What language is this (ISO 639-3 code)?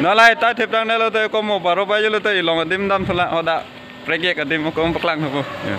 mjw